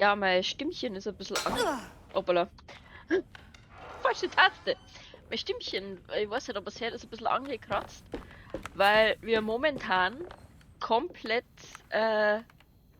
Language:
Bavarian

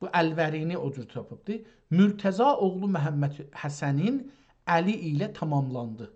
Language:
South Azerbaijani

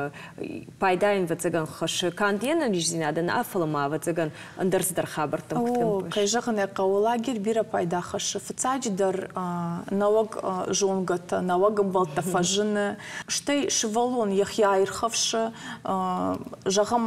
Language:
Ossetic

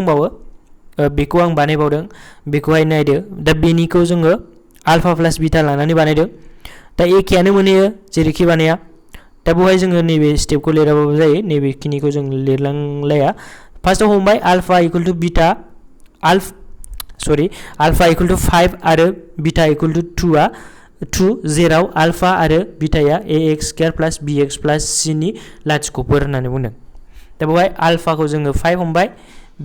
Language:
Bodo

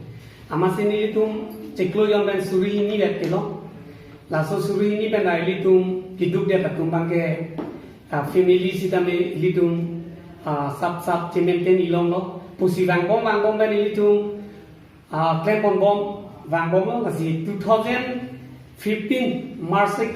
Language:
Karbi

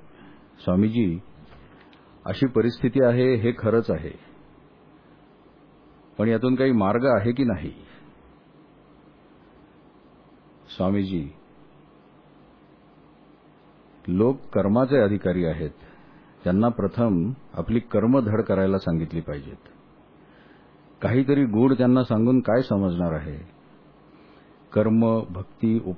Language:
Marathi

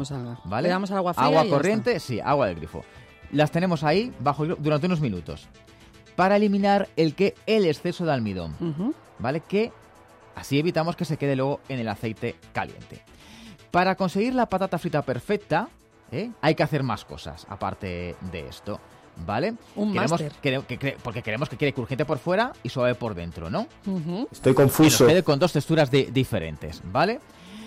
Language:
Spanish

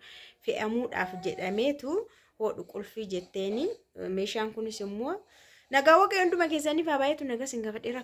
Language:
Oromo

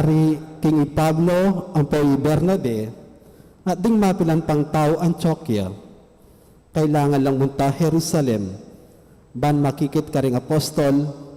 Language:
Pampanga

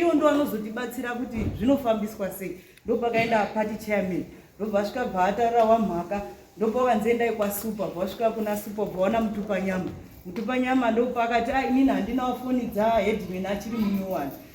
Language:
Shona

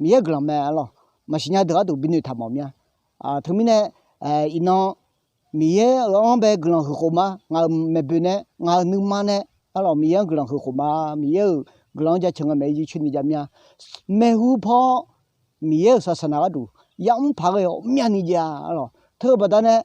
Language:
Akha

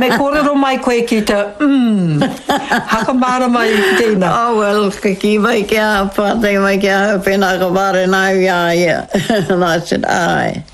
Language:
Māori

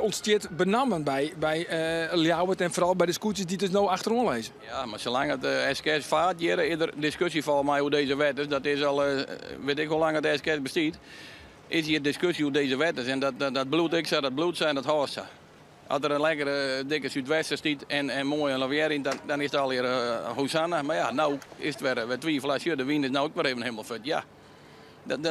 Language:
Western Frisian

